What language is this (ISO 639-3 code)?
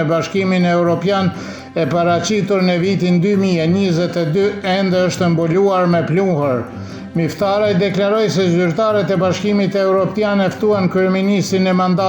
sqi